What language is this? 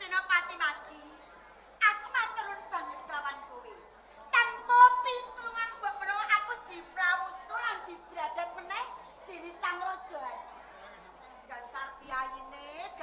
Javanese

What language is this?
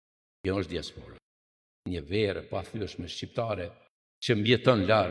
Albanian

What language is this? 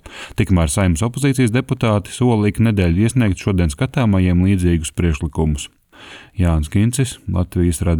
Latvian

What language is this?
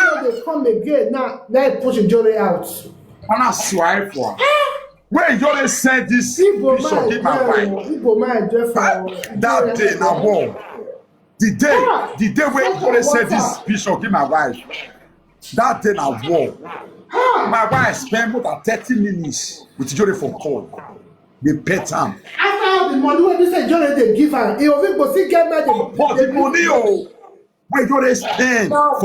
Nigerian Pidgin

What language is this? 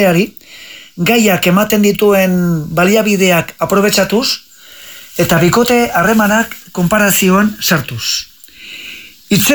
Basque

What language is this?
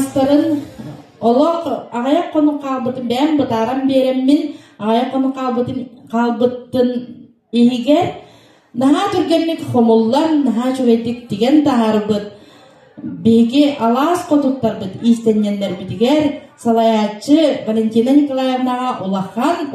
Yakut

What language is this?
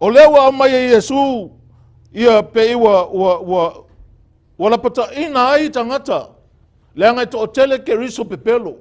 Samoan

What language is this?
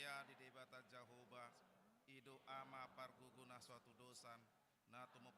Batak Toba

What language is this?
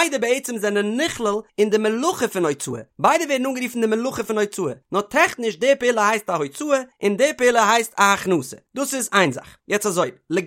Yiddish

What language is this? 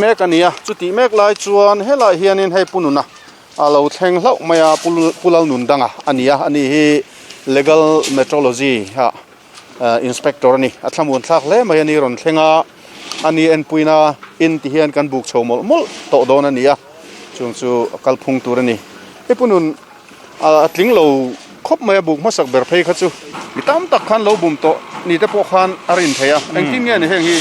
Mizo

